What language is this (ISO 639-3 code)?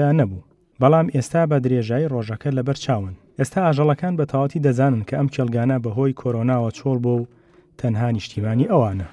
ckb